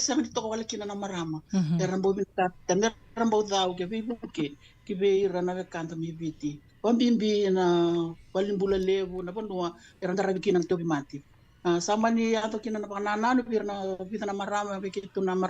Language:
Fijian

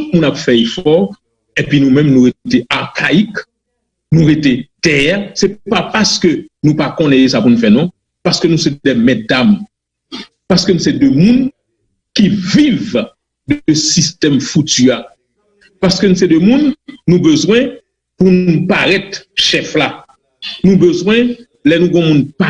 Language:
Haitian Creole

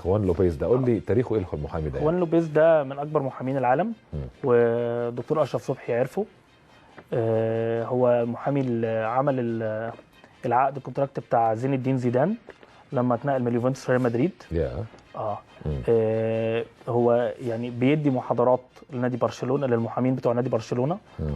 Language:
Egyptian Arabic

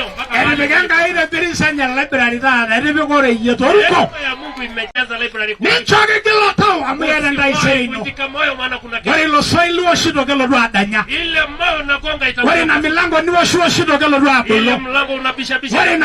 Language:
Masai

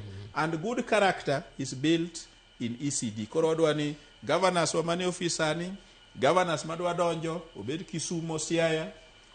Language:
Luo (Kenya and Tanzania)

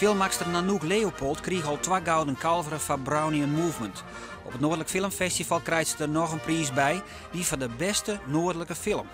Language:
Western Frisian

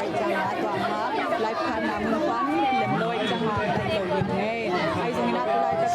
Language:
Tedim Chin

